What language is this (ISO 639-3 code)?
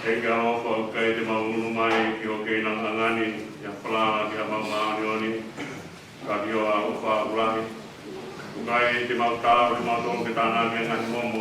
ton